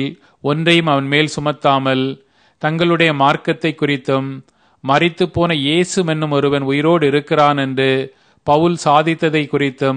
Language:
Tamil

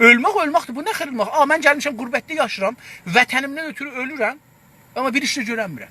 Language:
South Azerbaijani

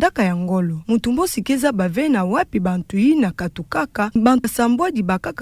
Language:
Kituba (Democratic Republic of Congo)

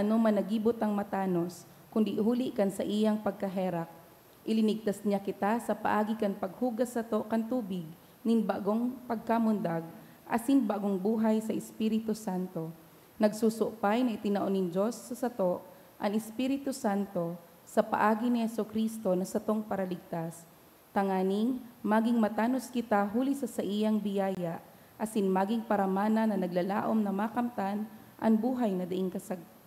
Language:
Bikol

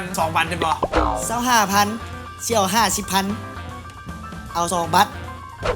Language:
Lao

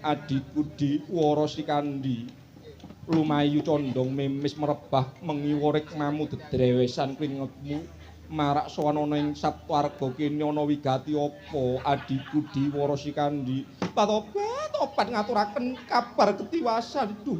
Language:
Javanese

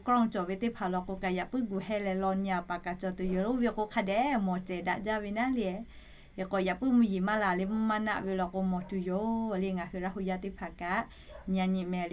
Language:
Lahu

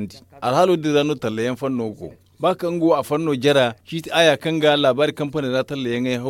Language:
Zarma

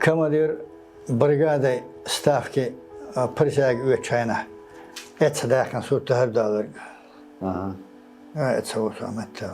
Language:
Chechen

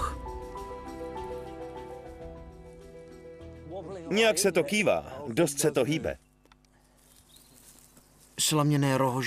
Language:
Czech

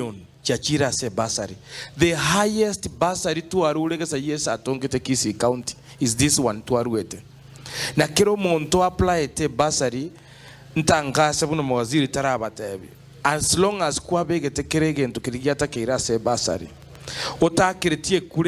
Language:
Gusii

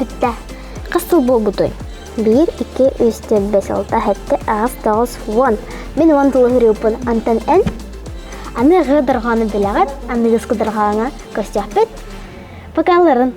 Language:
Yakut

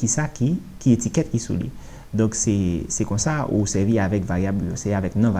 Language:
Haitian Creole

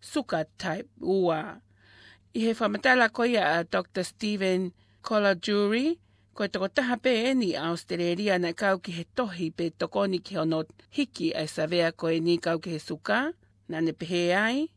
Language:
Tongan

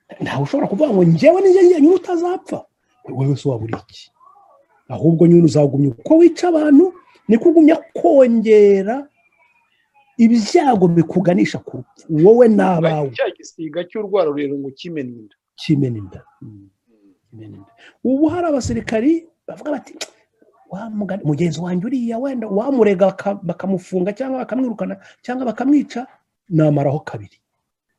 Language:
Kinyarwanda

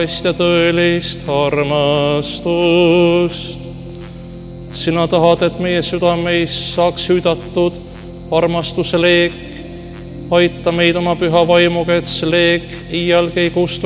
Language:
Estonian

